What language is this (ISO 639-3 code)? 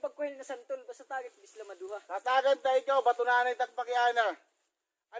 war